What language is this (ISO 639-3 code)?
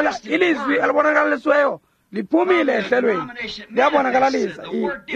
xho